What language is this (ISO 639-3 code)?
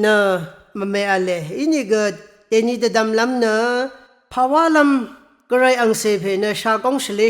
raw